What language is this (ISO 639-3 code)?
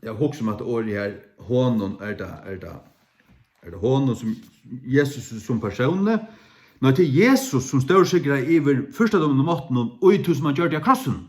fao